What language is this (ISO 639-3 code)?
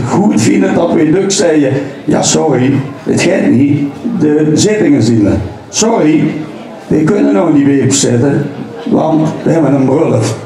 lim